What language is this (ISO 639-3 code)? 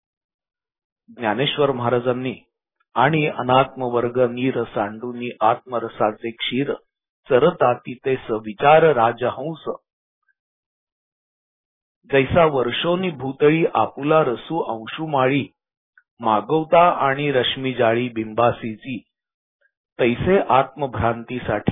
mar